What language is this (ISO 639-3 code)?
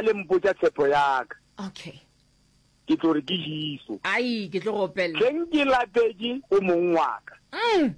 nso